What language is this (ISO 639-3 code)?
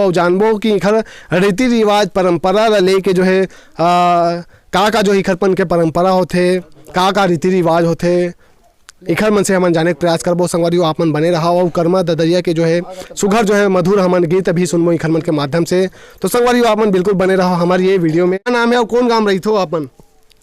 hne